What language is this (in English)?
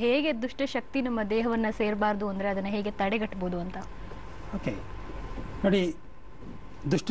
Kannada